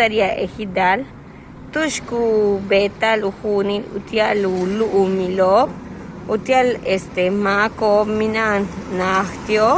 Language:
Yucateco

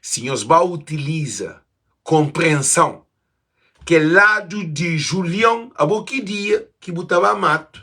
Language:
Kabuverdianu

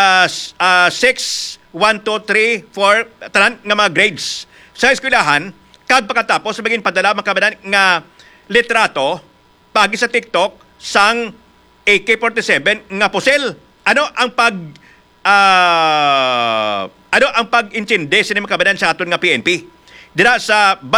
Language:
Hiligaynon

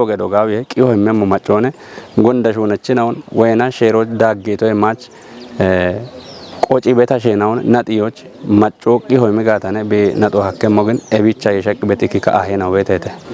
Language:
Kafa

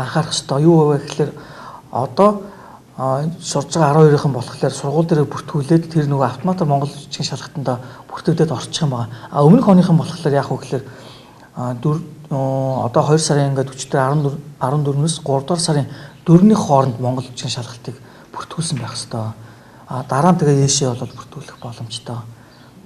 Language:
Mongolian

